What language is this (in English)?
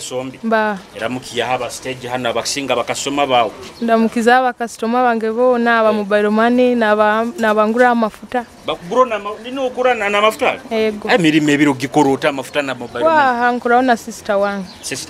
Nyoro